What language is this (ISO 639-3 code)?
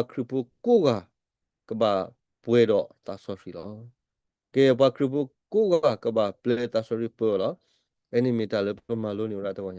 ksw